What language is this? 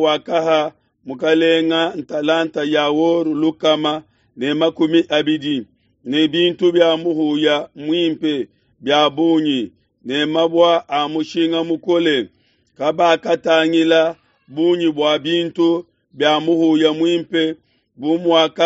Luba-Lulua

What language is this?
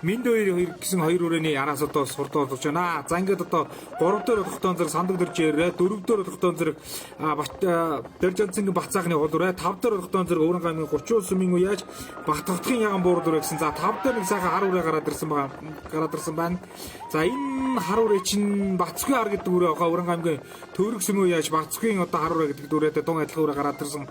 Mongolian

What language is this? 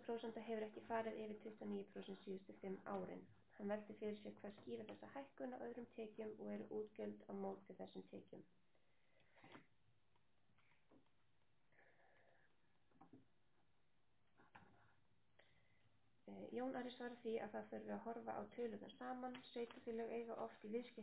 Icelandic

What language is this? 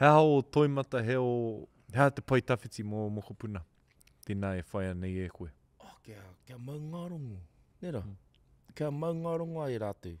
Māori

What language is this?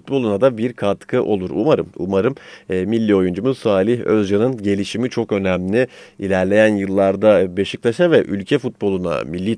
Turkish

